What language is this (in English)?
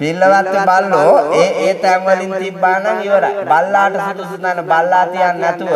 Sinhala